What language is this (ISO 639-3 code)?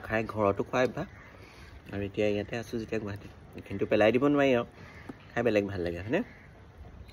asm